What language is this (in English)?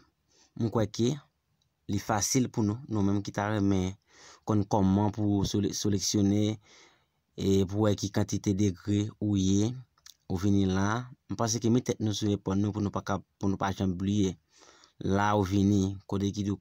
Haitian Creole